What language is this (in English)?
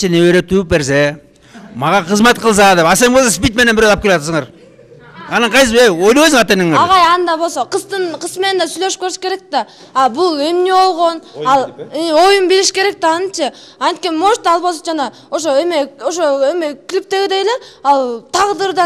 Kyrgyz